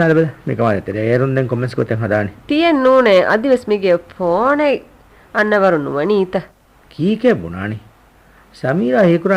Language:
Divehi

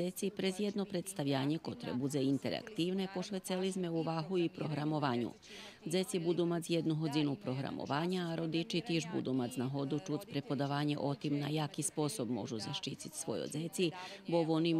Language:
Rusyn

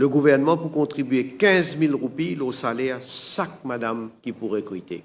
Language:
Morisyen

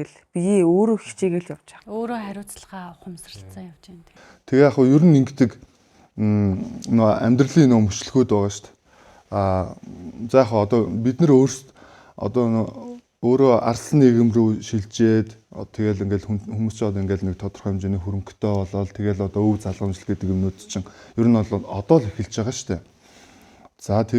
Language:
Mongolian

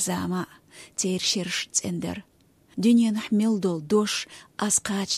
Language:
Chechen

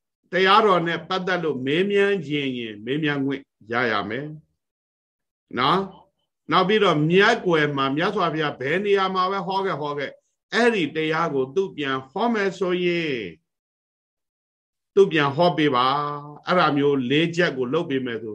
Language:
Burmese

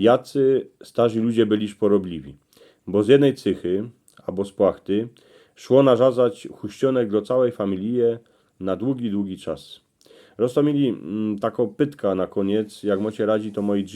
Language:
Silesian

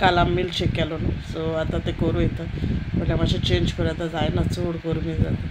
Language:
Konkani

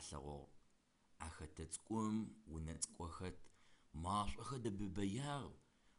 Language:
Adyghe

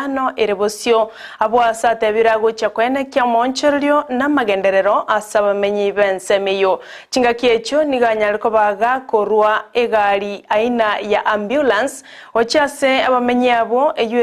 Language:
Gusii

